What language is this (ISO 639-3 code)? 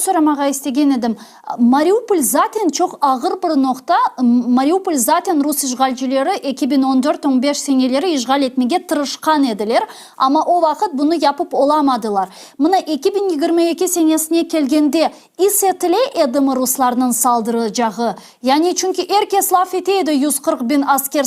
crh